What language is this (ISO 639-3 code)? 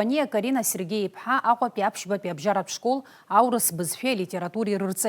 abk